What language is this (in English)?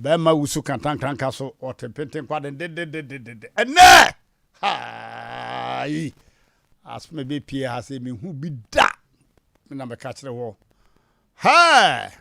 Akan